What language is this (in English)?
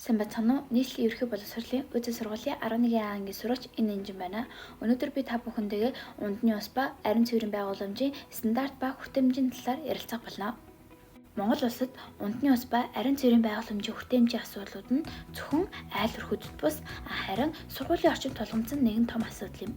Mongolian